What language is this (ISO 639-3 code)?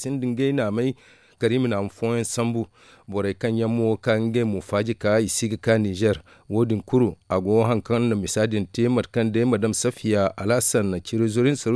dje